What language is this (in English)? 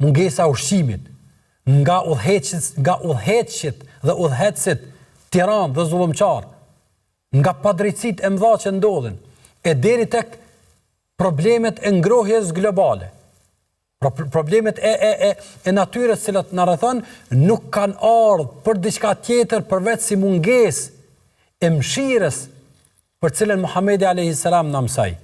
Albanian